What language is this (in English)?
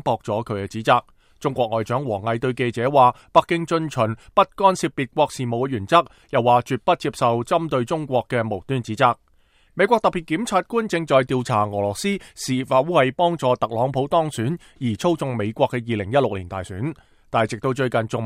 Cantonese